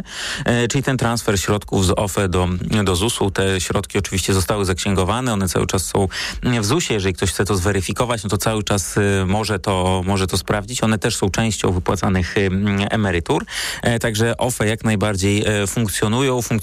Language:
Polish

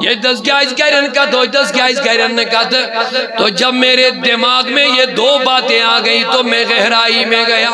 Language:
Kashmiri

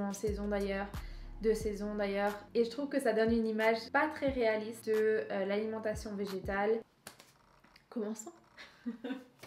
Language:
French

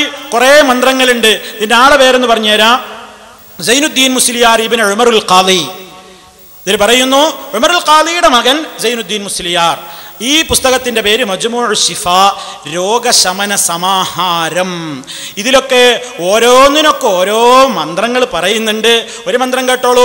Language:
Malayalam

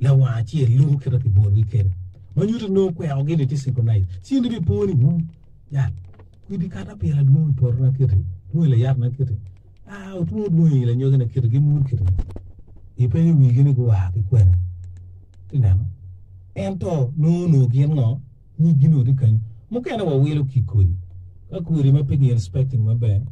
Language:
Acoli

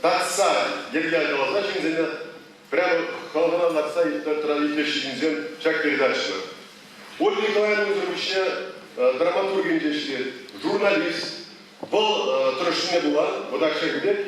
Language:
Chuvash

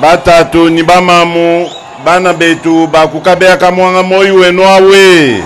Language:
Luba-Lulua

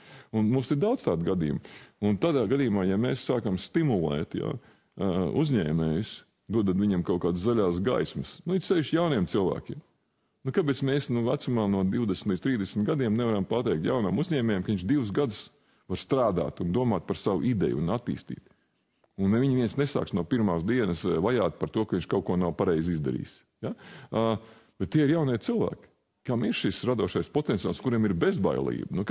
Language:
Latvian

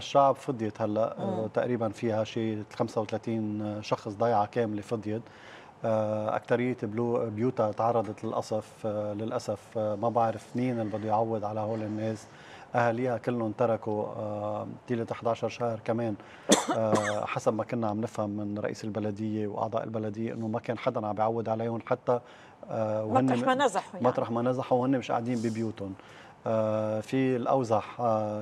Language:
North Levantine Arabic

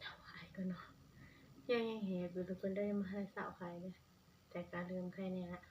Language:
Northeastern Thai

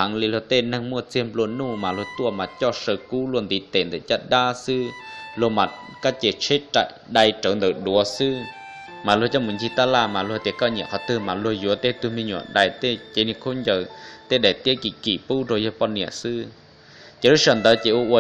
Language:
Hmong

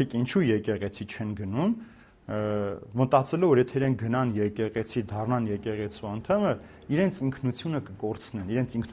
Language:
Armenian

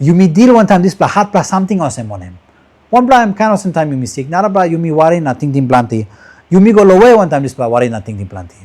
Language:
Tok Pisin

